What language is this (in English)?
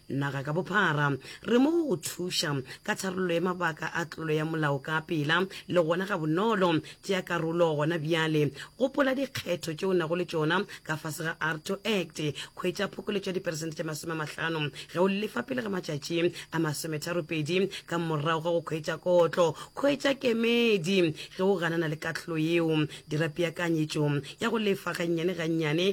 Northern Sotho